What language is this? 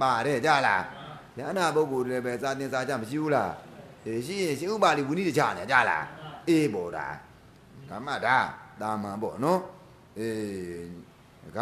Burmese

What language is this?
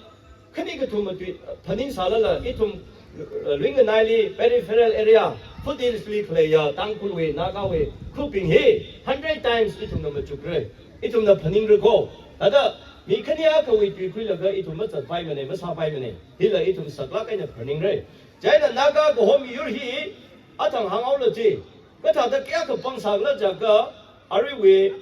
Tangkhul Naga (India)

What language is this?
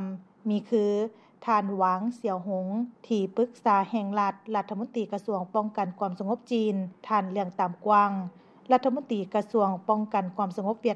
Lao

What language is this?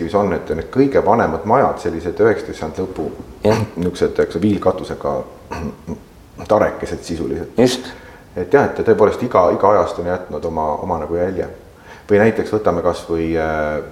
Estonian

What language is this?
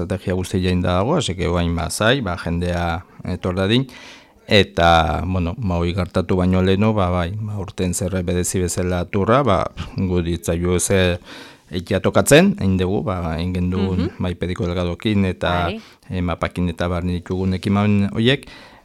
Basque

